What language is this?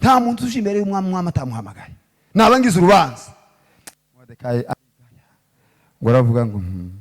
Kinyarwanda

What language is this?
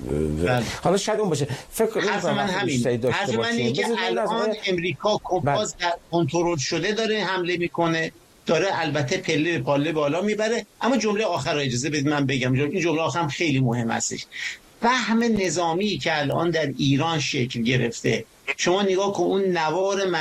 Persian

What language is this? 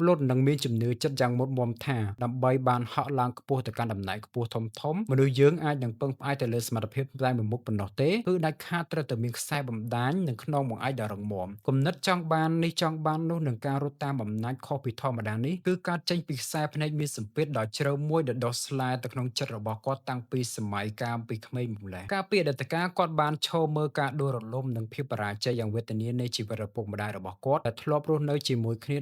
Khmer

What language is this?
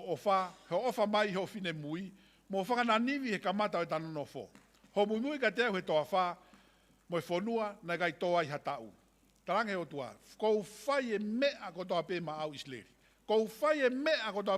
Tongan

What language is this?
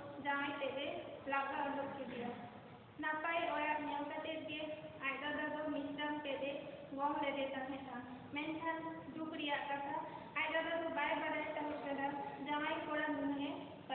Santali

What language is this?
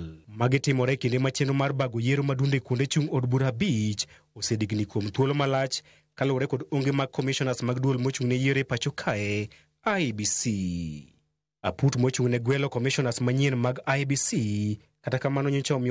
Luo (Kenya and Tanzania)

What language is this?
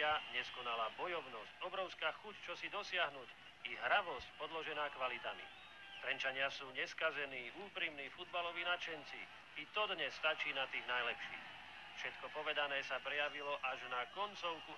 Slovak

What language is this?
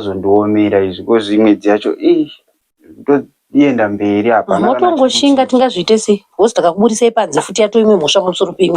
Shona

